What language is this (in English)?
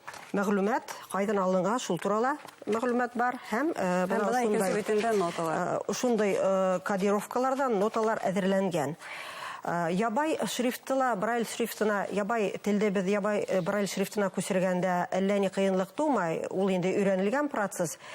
Bashkir